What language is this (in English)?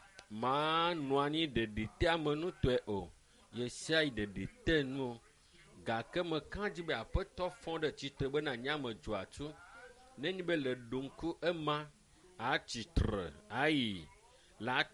Ewe